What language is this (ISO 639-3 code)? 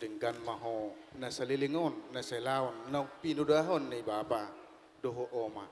bbc